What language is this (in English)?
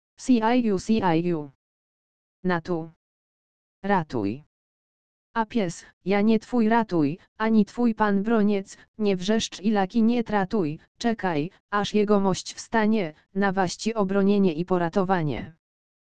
Polish